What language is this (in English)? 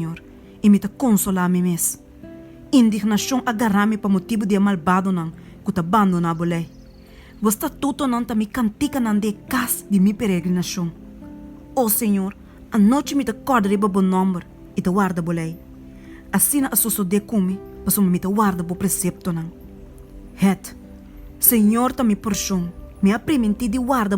Papiamento